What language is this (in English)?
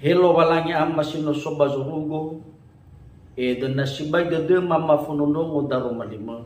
Nias